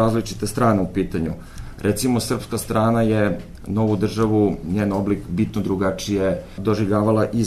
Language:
Serbian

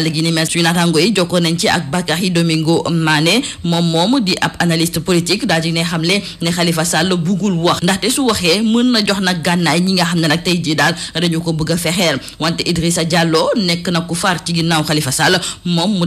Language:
Wolof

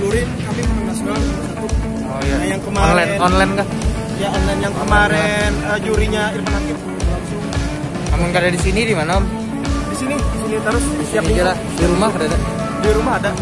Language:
Banjar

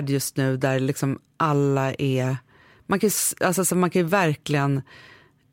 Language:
Swedish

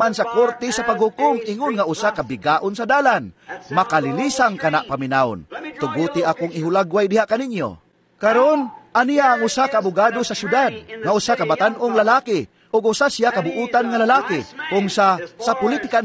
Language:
Cebuano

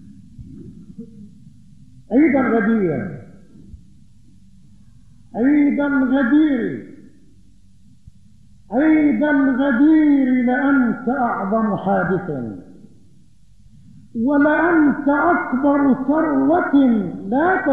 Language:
Arabic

